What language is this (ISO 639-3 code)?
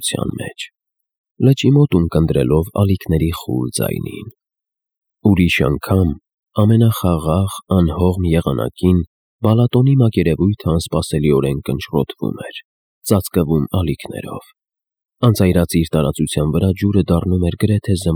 hye